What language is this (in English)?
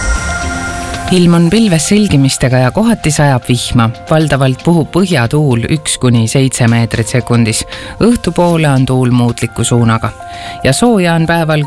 Estonian